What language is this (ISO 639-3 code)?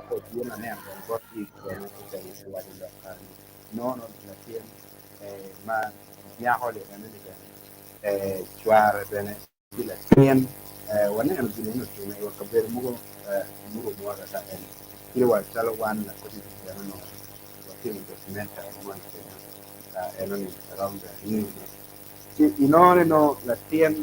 ach